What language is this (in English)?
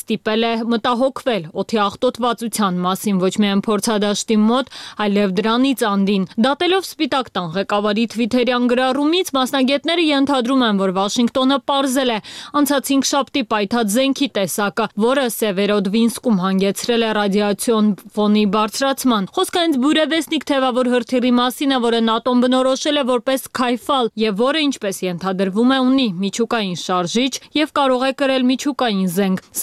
Armenian